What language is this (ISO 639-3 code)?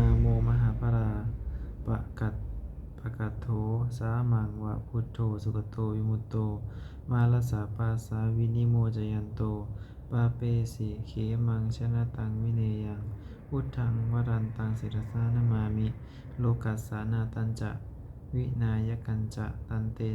pli